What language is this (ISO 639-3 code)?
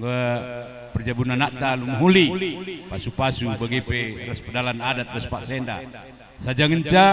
btx